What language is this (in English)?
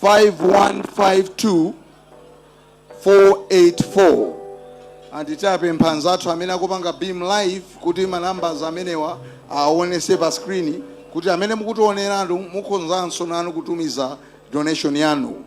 Nyanja